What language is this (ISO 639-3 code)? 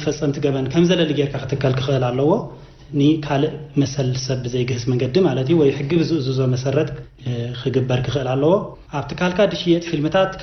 tir